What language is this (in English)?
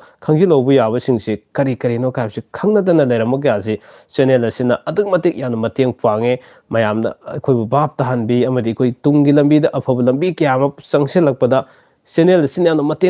Manipuri